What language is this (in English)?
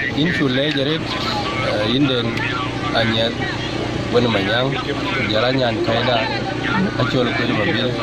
Dinka